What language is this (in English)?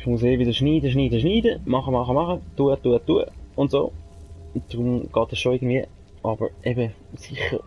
Swiss German